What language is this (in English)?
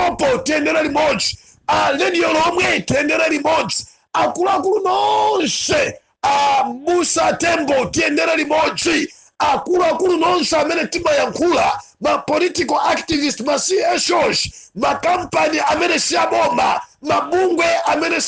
Nyanja